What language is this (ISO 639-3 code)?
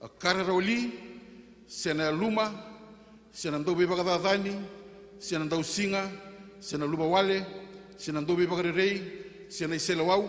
fij